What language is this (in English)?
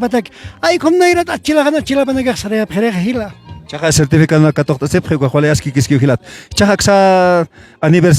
Aymara